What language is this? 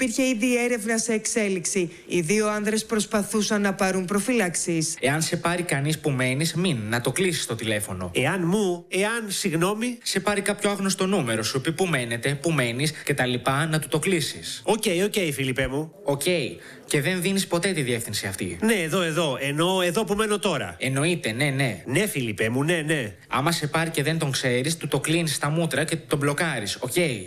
Greek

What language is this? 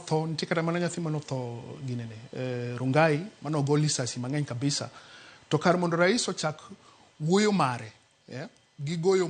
Luo (Kenya and Tanzania)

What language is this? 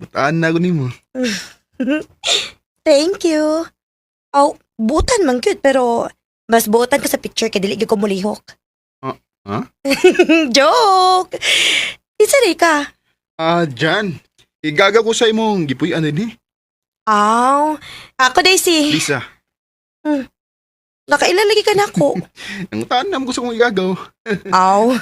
Cebuano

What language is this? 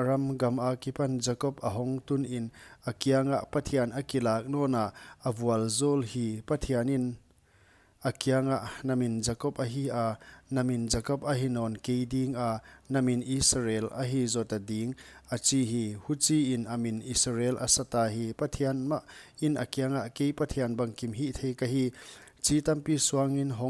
Paite Chin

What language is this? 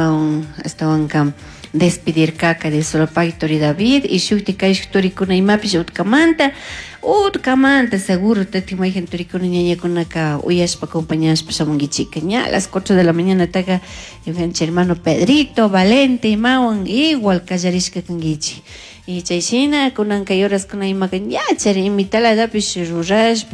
Chimborazo Highland Quichua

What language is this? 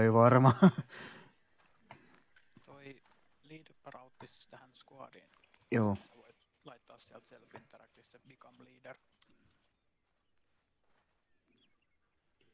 Finnish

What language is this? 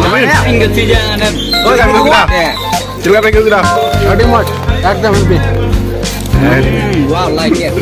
Santali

